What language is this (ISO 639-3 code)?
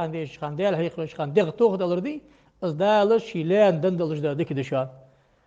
inh